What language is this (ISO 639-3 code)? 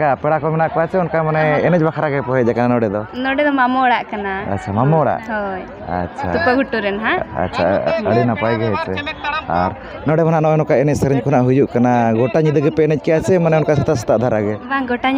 sat